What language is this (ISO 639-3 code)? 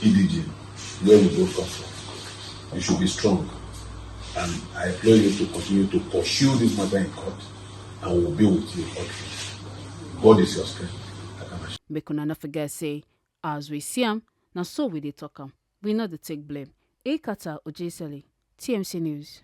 pcm